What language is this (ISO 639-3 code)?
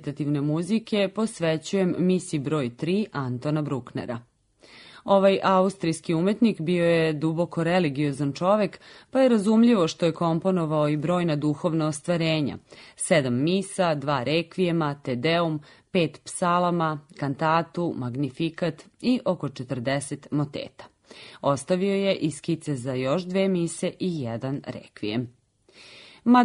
srp